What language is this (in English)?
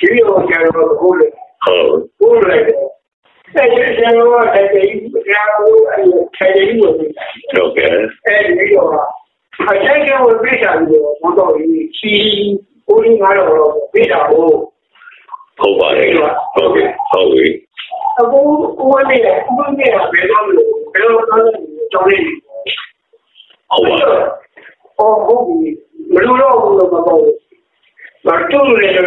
Burmese